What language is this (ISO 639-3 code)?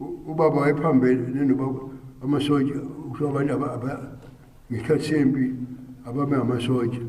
zul